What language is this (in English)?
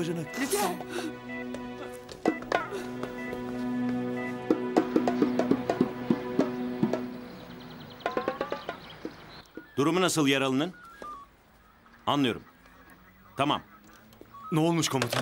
Turkish